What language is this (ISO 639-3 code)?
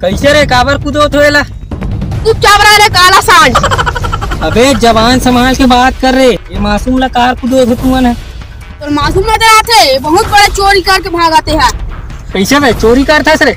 hne